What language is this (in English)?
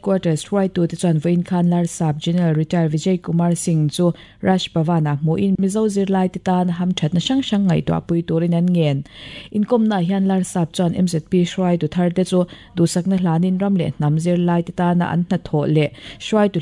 Mizo